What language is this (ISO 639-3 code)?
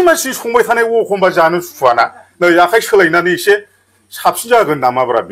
brx